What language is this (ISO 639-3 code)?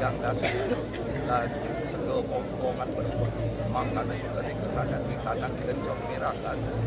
ban